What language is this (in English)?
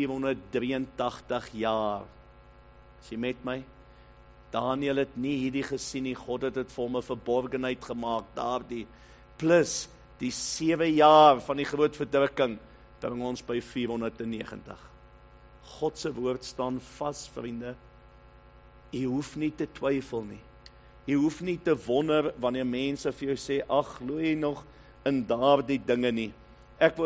Afrikaans